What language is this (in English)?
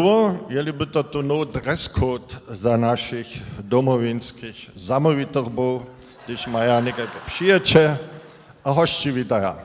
Upper Sorbian